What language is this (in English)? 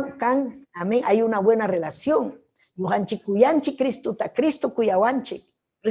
Ayacucho Quechua